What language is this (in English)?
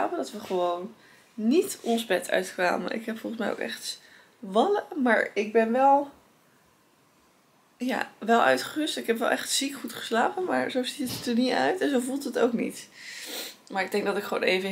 Dutch